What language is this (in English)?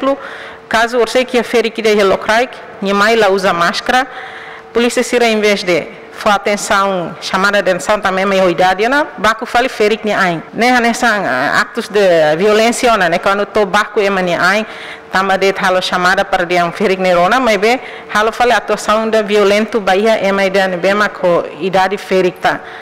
Tetum